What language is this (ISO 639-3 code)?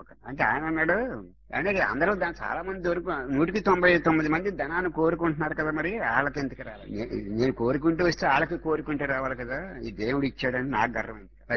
tel